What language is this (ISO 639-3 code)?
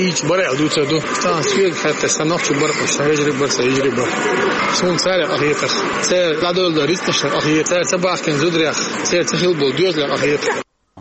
che